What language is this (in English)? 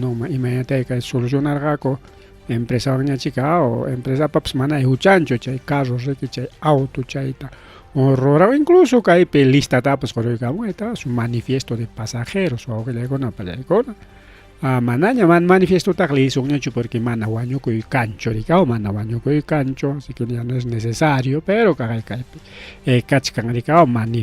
Ayacucho Quechua